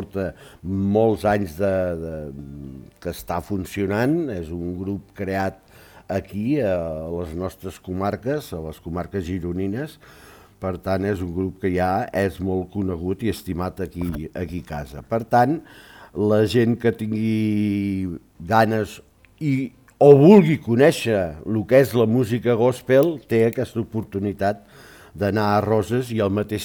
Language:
Catalan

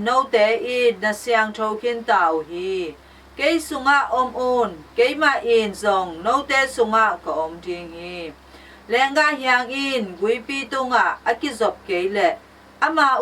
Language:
Tedim Chin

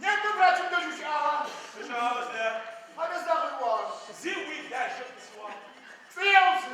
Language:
Adyghe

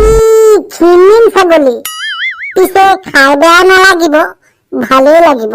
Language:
Assamese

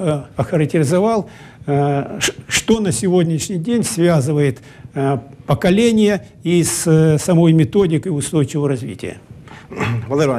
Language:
Russian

